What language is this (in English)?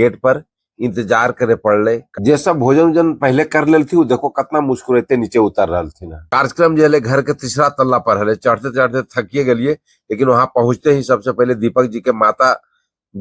Magahi